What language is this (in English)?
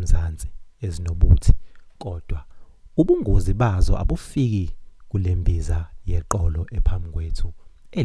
Zulu